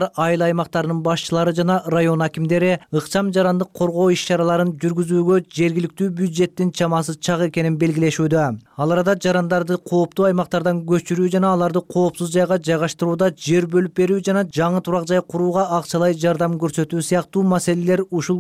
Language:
Kyrgyz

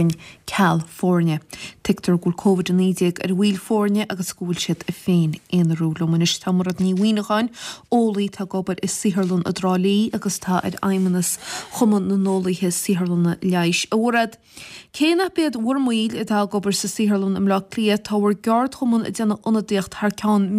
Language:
Irish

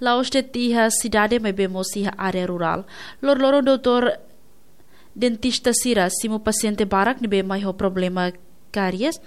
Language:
Tetum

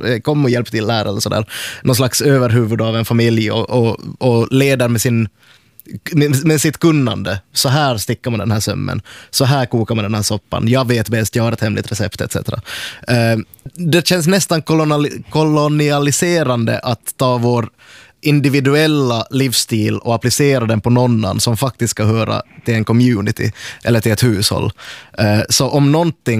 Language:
Swedish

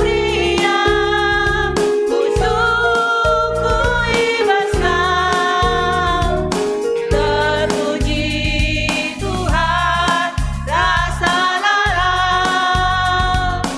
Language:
Batak Karo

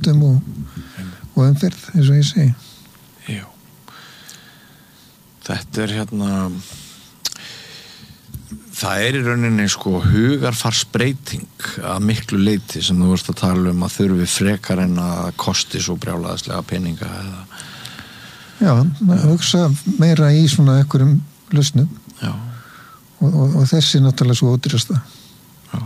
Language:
Icelandic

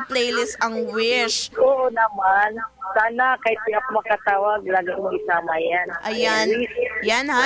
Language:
Filipino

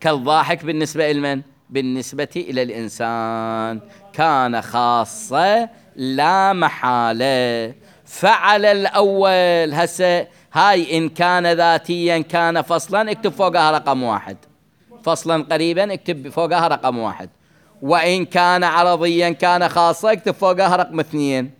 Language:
Mesopotamian Arabic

